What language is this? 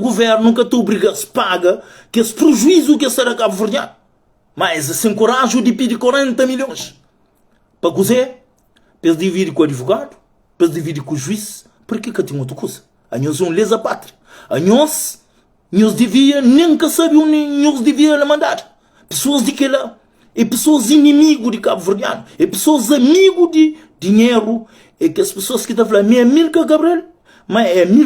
Kabuverdianu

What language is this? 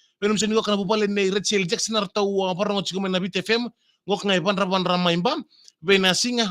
Fijian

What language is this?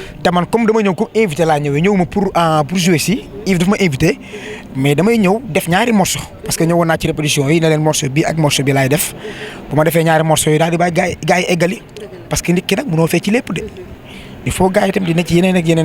Wolof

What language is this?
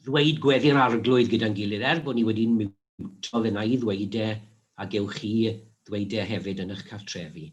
Welsh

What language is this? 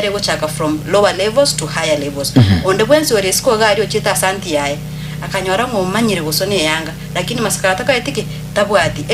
Gusii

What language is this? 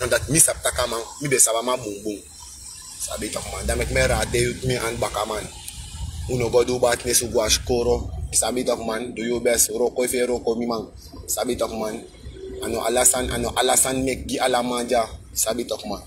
Sranan Tongo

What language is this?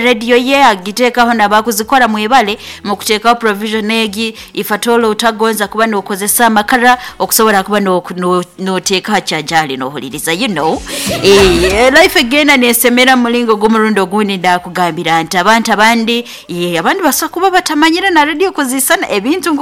Nyoro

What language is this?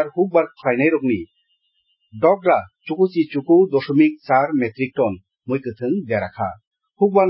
Kok Borok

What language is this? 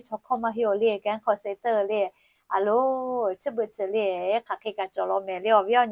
Lahu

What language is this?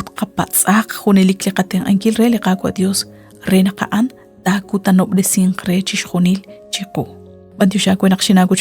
Kekchí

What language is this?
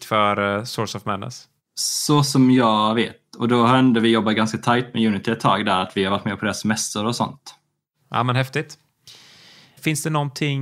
Swedish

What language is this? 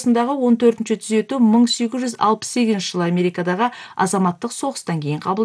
Kyrgyz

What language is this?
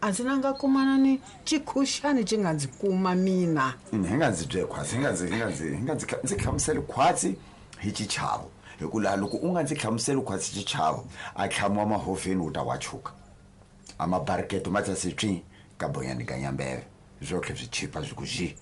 Tsonga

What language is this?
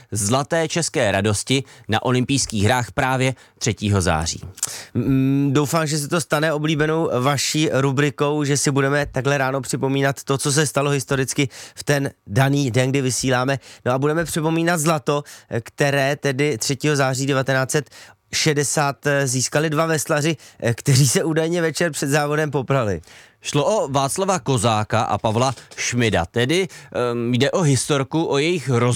Czech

